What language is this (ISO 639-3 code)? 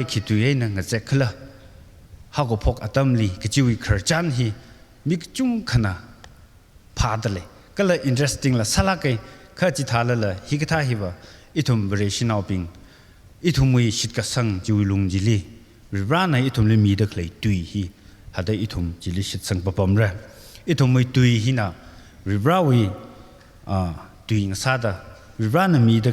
nmf